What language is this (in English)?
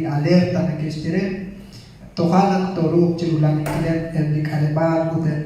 Kekchí